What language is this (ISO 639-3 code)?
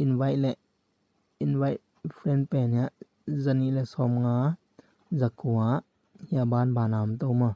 ctd